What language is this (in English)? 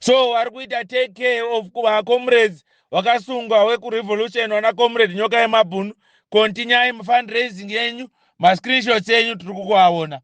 Shona